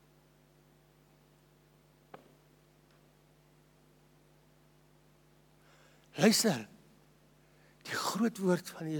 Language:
Afrikaans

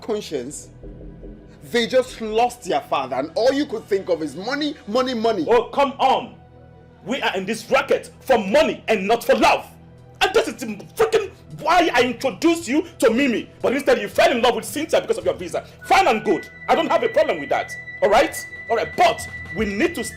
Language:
Nigerian Pidgin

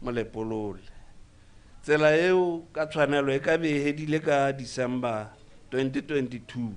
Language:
Tswana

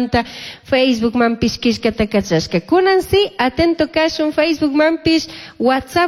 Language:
Chimborazo Highland Quichua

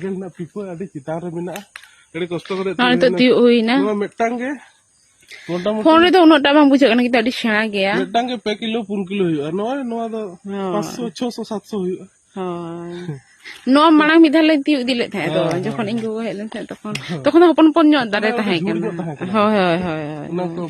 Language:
Santali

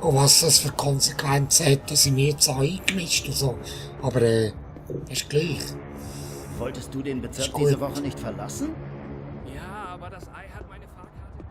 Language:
Swiss German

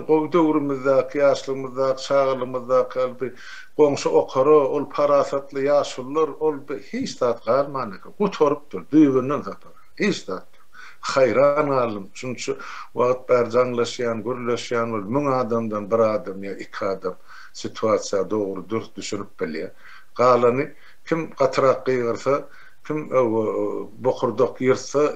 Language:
Turkmen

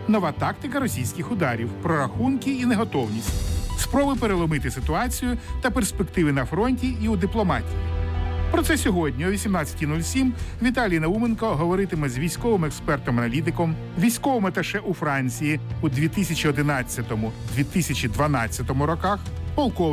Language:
Ukrainian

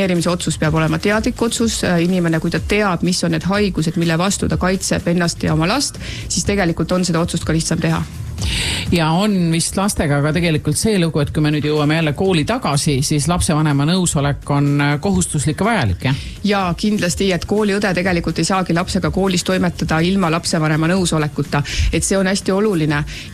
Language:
Estonian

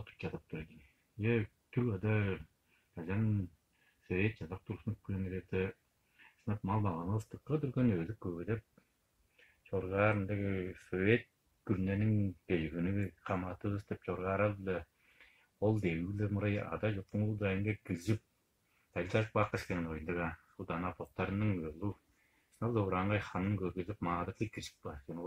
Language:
Tuvinian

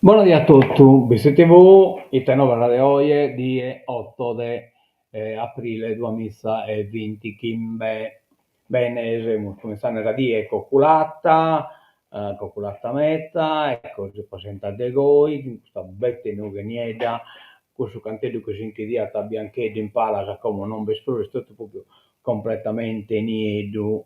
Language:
Sardinian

